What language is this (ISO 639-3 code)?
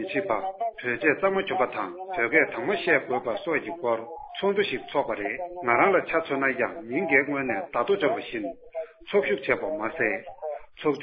bod